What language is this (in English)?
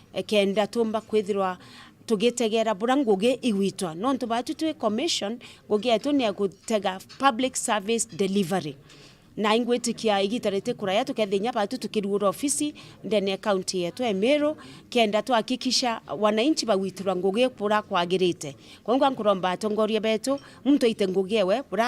Meru